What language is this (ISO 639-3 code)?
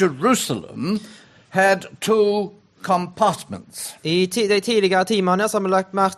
nor